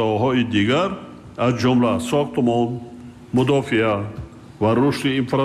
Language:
Tajik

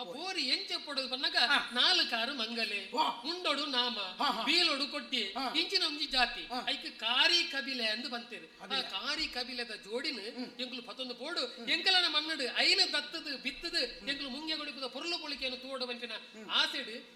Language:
Tulu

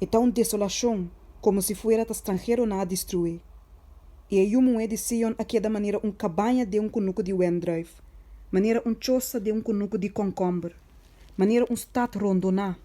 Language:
Papiamento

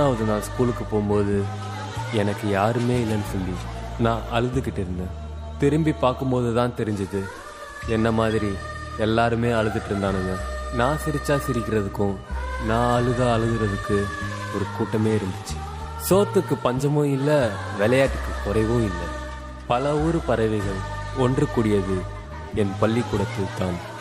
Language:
Tamil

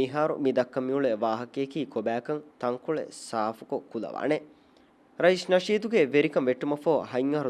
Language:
Divehi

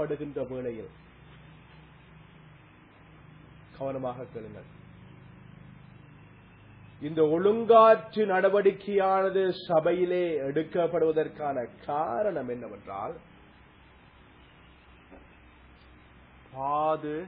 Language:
Tamil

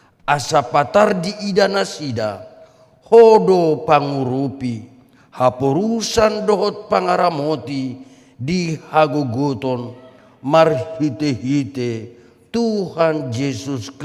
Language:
Batak Toba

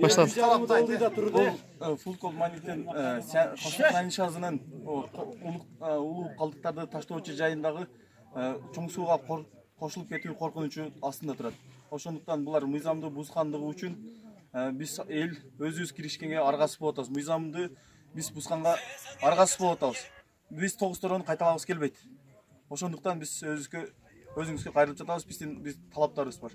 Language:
Kyrgyz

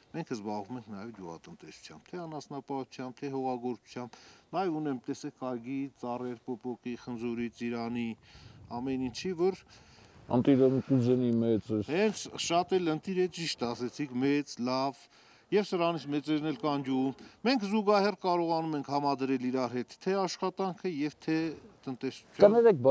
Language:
Armenian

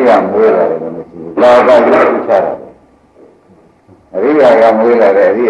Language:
Burmese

